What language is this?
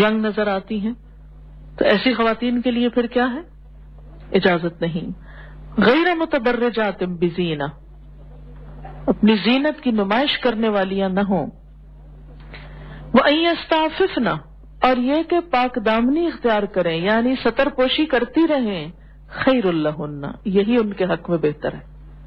Urdu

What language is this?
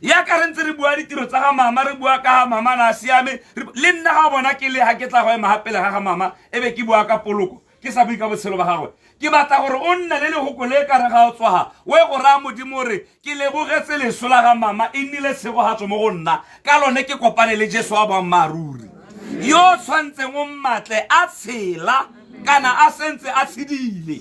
Tswana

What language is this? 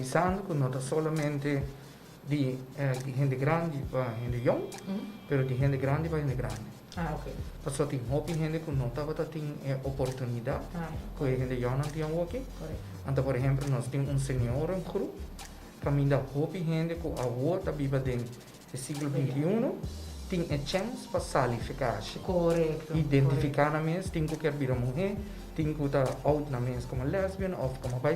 Papiamento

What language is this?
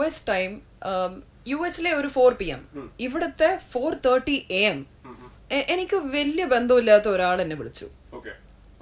Malayalam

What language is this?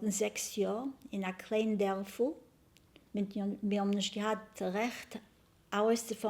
Yiddish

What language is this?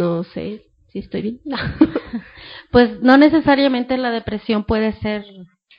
Spanish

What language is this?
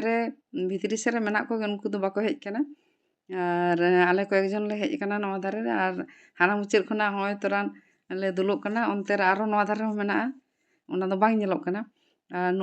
Santali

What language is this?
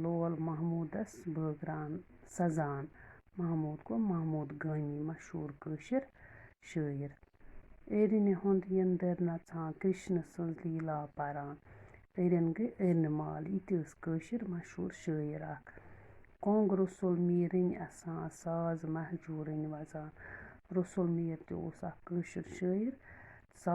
Kashmiri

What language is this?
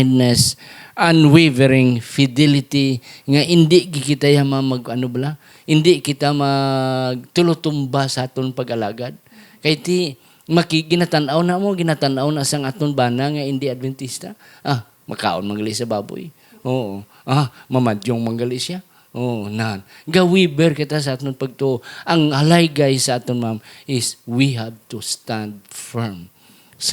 Hiligaynon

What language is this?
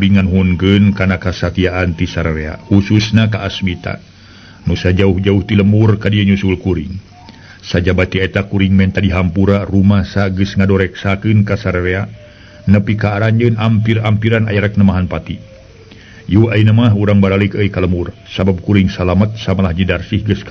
Sundanese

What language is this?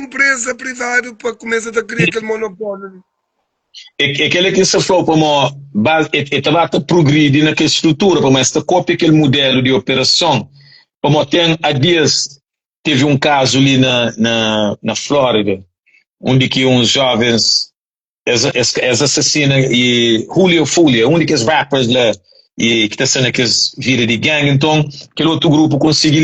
Kabuverdianu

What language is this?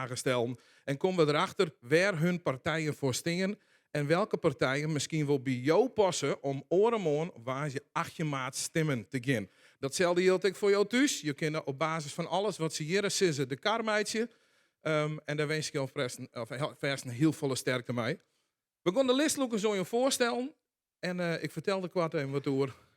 Western Frisian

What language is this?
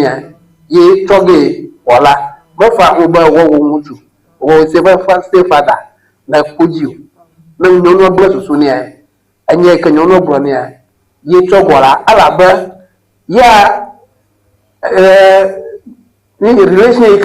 Ewe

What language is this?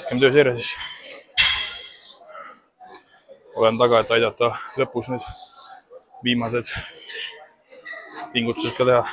Estonian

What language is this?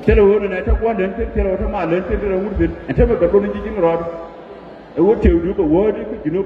Nuer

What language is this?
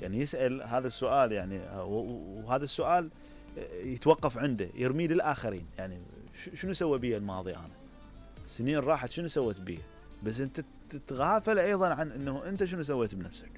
Mesopotamian Arabic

